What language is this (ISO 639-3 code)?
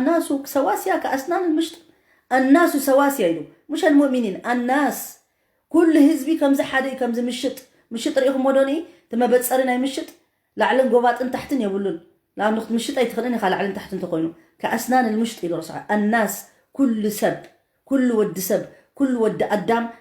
tir